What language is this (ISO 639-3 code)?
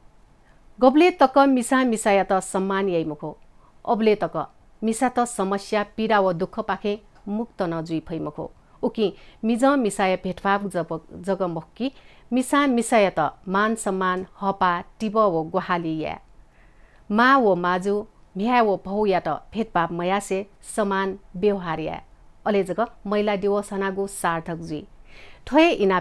new